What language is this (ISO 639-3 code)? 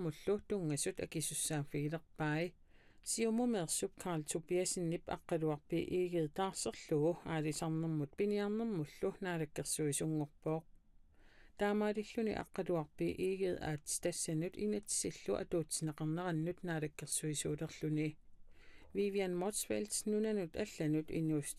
kal